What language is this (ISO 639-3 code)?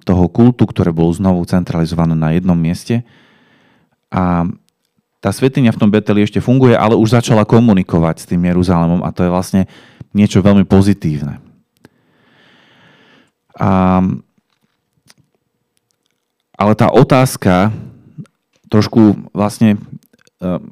slk